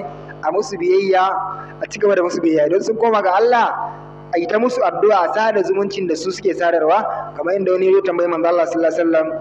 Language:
Hausa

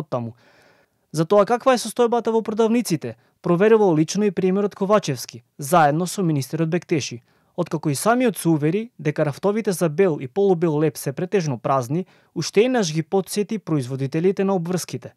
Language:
Macedonian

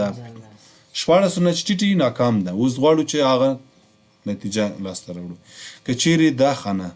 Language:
Pashto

